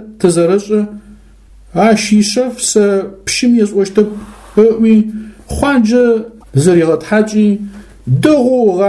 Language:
Adyghe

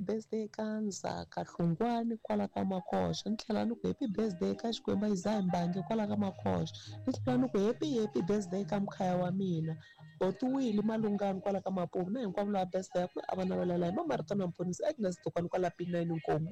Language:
Tsonga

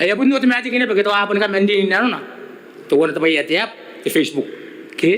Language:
Gilbertese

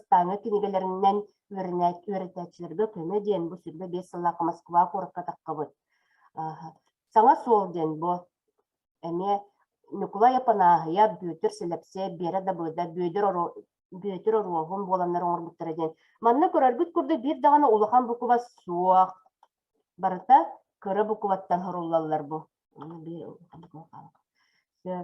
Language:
Yakut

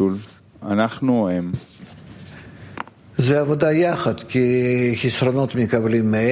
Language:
Hebrew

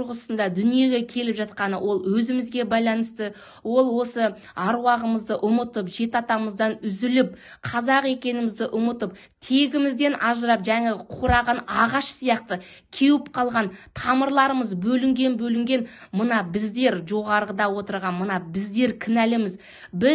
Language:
Kazakh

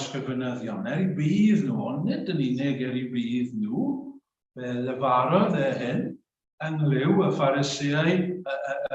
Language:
Welsh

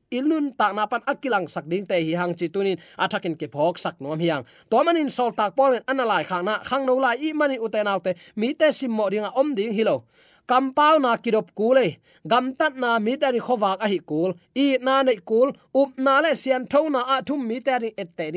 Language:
Tedim Chin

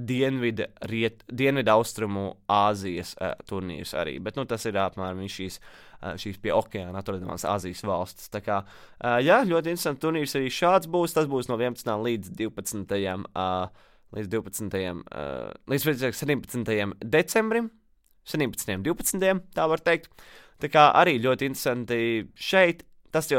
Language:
Latvian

